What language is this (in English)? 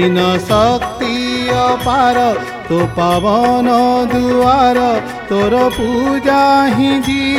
Odia